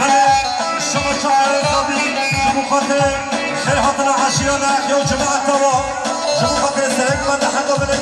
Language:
Kurdish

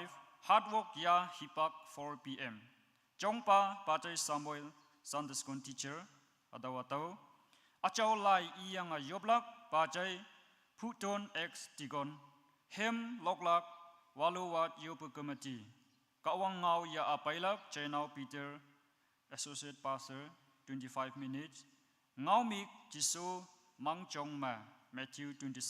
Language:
Konyak Naga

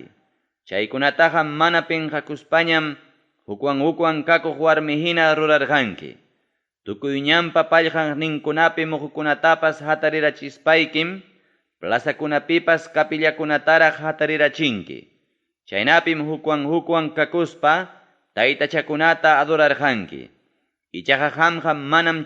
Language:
Ayacucho Quechua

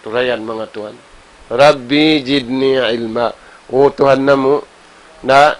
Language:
Tausug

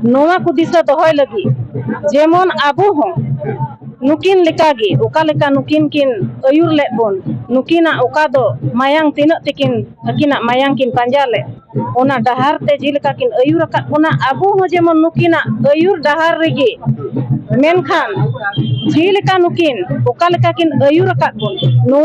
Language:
Santali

